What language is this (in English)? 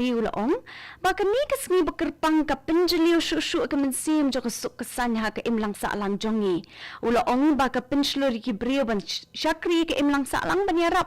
Khasi